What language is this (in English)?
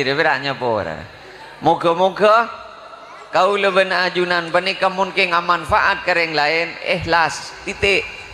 Madurese